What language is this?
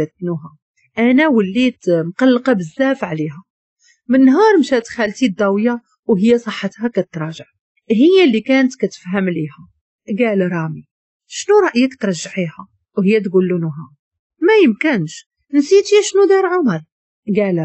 Moroccan Arabic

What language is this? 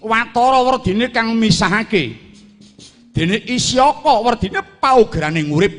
Javanese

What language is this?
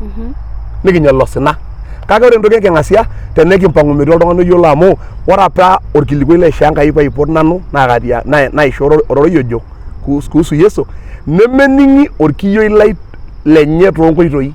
Masai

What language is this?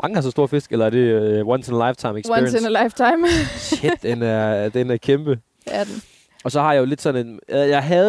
Danish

